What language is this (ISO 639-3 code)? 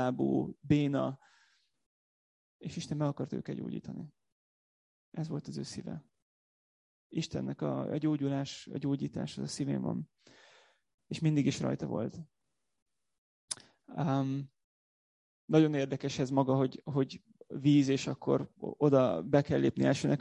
hun